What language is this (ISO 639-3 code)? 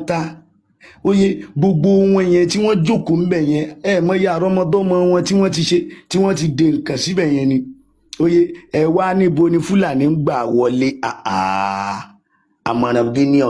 yor